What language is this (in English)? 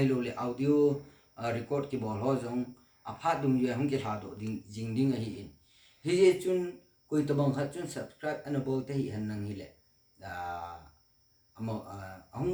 Thado Chin